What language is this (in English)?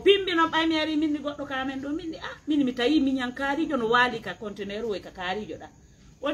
Pular